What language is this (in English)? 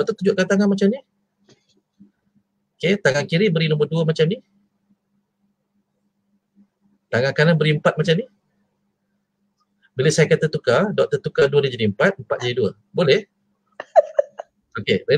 Malay